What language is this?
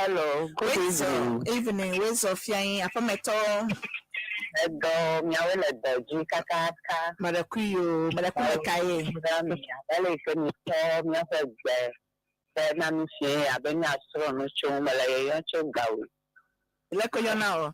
Ewe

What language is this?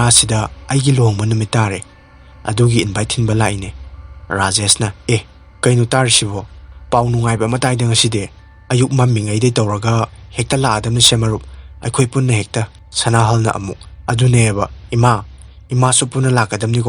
Manipuri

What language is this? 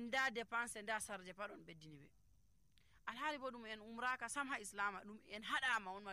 Nigerian Fulfulde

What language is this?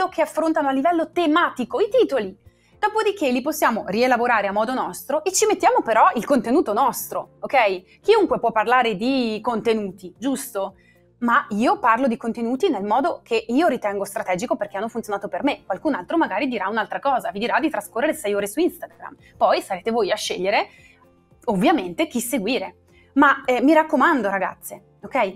Italian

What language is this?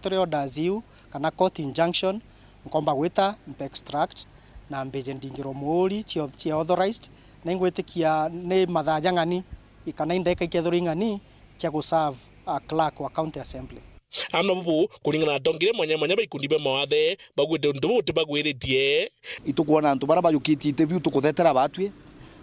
Meru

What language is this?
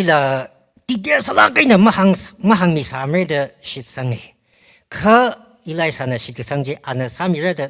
Tangkhul Naga (India)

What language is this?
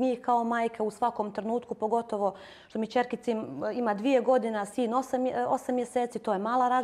Bosnian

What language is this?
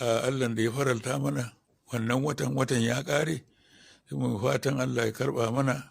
Hausa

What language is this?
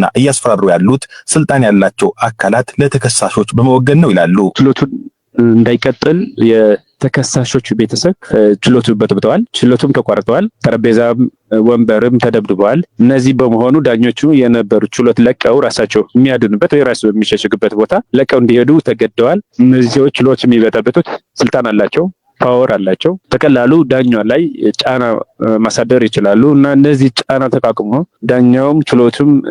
Amharic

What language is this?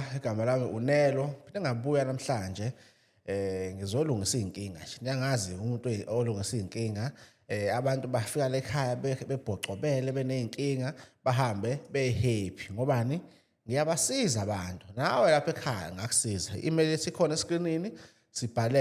Zulu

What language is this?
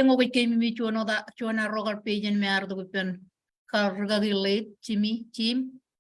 Marshallese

